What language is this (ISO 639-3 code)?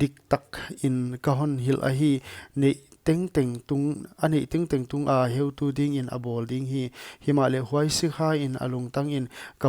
pck